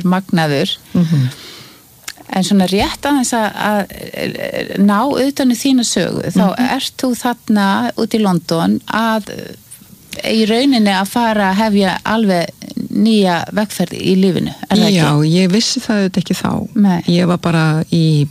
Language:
Icelandic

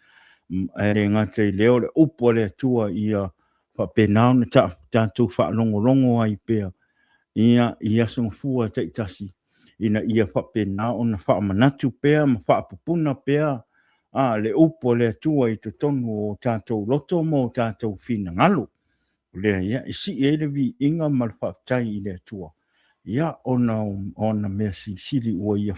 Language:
Samoan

